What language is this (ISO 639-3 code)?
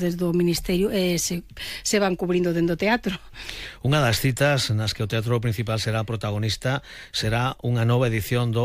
glg